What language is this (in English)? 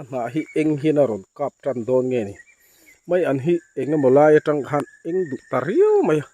Mizo